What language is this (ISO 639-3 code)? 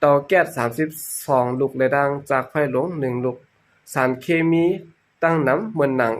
shn